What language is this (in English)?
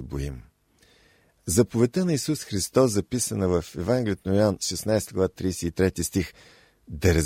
Bulgarian